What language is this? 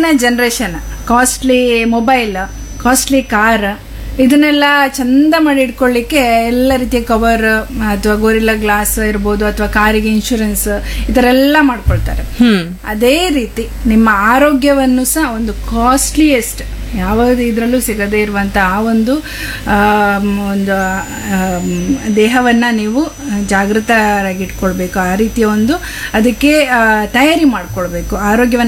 Kannada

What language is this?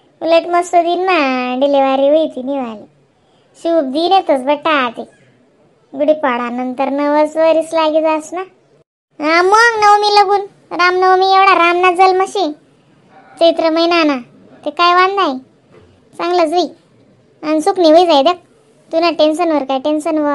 Khandesi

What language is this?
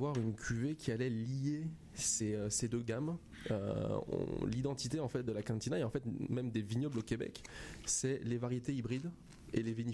French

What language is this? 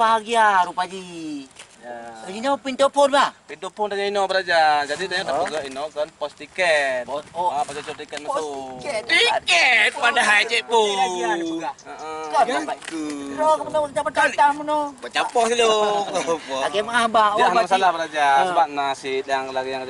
Achinese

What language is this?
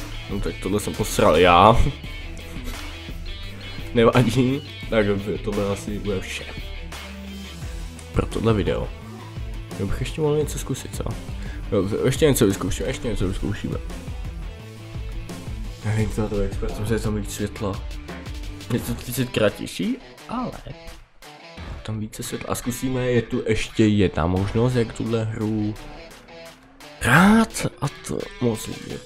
Czech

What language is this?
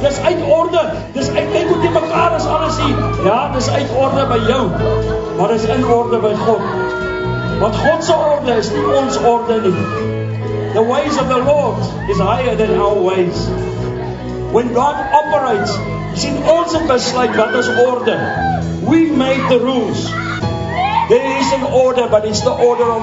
Afrikaans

